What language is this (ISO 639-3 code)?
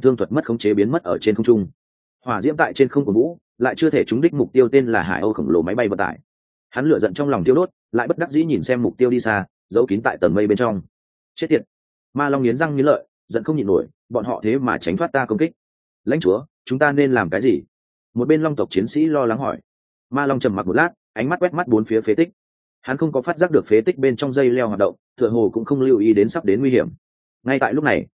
vie